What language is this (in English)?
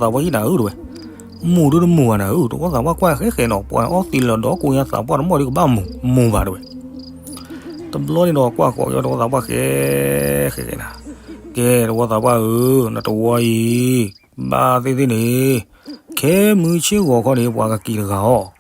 S'gaw Karen